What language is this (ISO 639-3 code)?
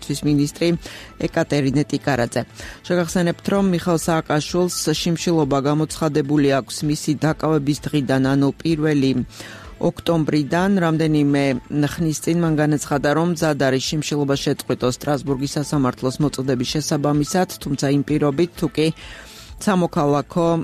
kat